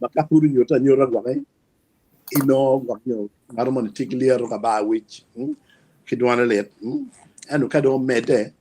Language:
Acoli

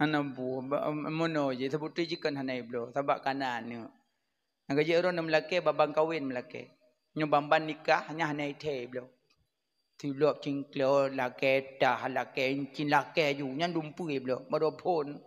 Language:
Achinese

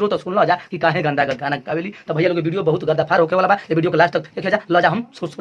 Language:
Bhojpuri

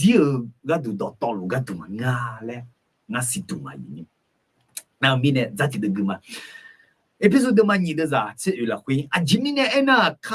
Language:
Akha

